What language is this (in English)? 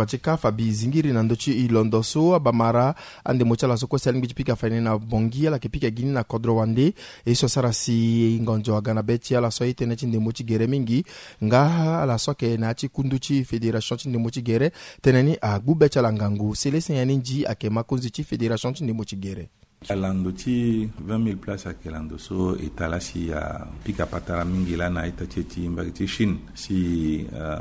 Sango